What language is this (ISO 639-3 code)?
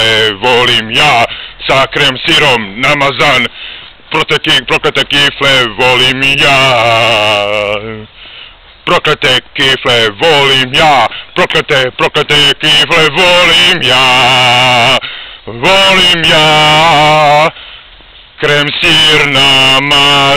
srp